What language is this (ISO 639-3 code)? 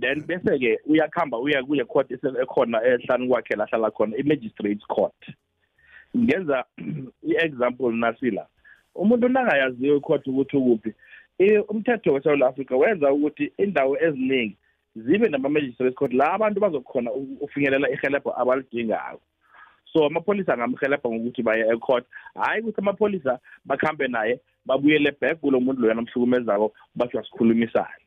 nbl